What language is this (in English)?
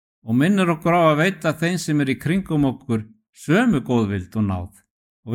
Icelandic